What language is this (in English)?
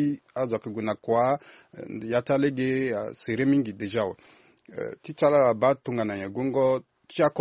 Sango